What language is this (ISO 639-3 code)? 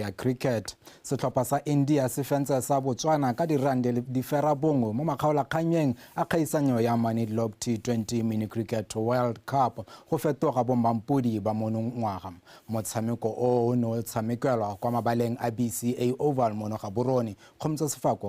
tsn